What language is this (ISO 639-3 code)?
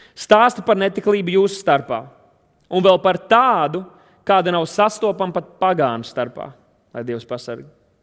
lav